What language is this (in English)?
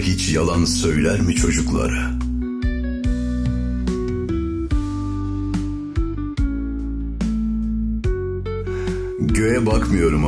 Turkish